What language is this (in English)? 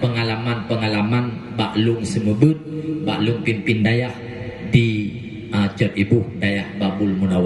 Achinese